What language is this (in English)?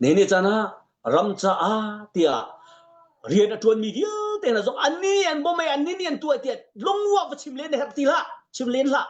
Hakha Chin